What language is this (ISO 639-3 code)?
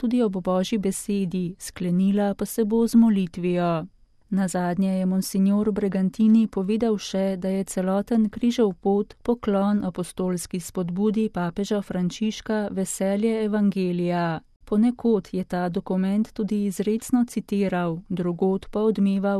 slv